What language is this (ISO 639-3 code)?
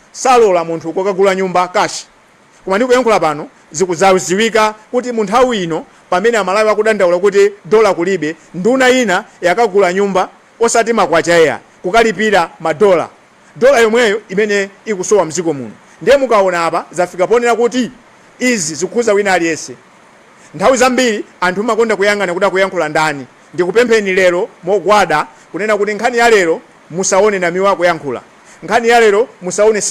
nya